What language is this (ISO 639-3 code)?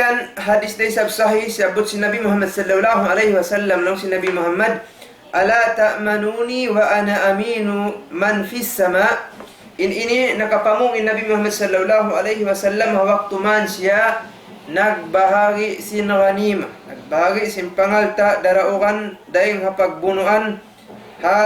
tsg